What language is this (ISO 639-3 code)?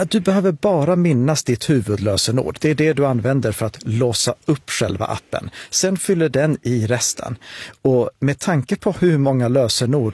swe